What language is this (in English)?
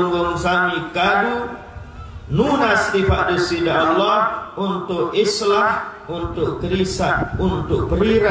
Sasak